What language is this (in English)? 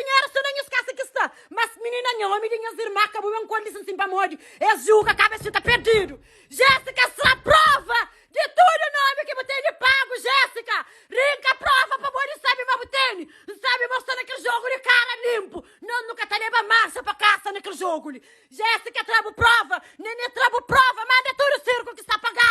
Kabuverdianu